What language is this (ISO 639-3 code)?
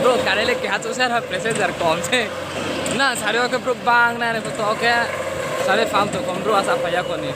ria